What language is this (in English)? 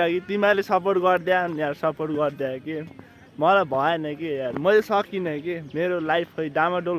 Nepali